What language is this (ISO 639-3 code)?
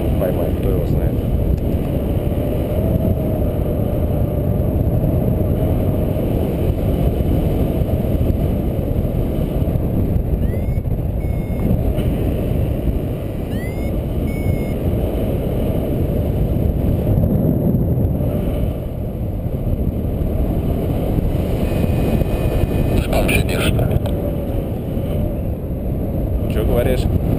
rus